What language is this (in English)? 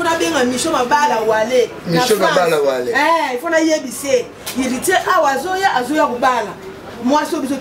Lingala